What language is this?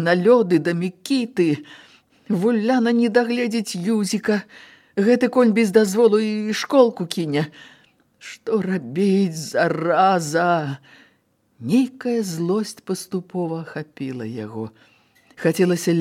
Belarusian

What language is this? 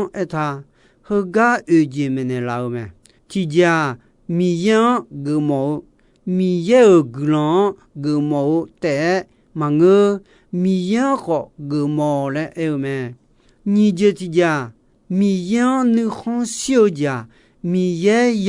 Akha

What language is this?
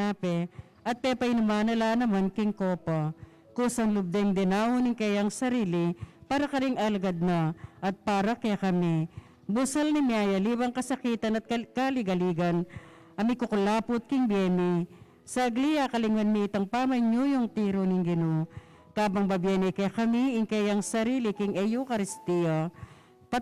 Pampanga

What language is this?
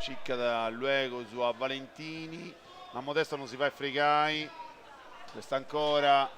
Sardinian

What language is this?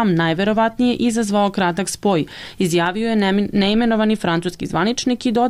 Serbian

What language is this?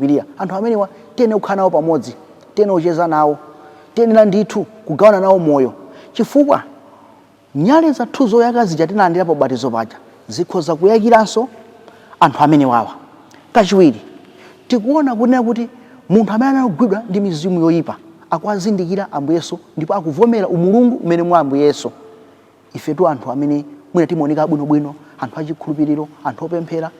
Nyanja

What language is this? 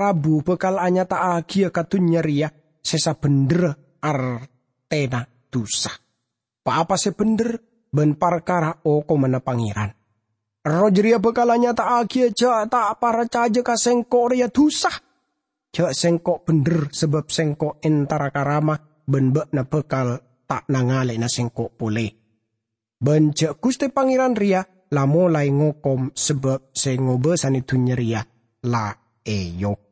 Madurese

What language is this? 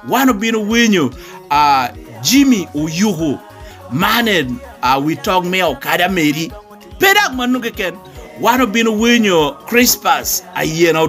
Lango (Uganda)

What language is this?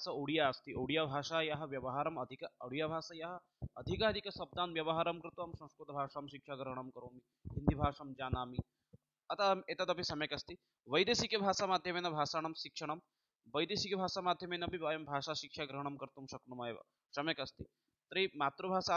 Sanskrit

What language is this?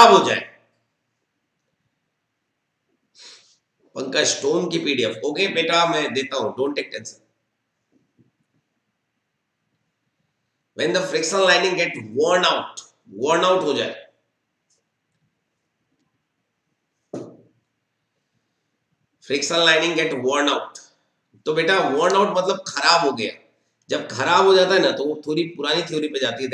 Hindi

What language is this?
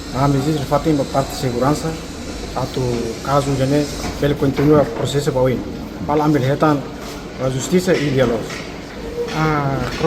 Tetum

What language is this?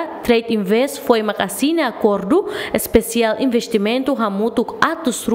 Tetum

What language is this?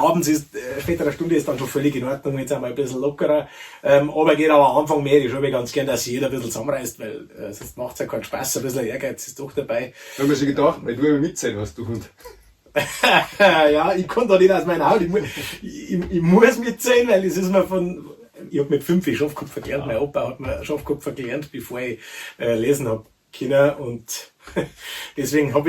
Bavarian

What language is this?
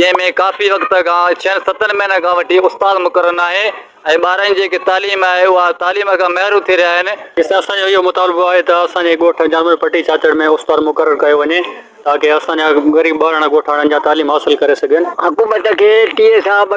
Sindhi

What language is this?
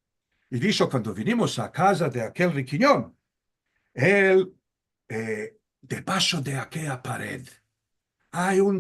Ladino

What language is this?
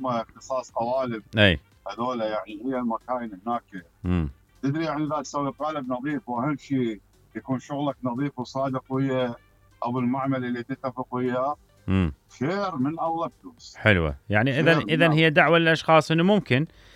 Mesopotamian Arabic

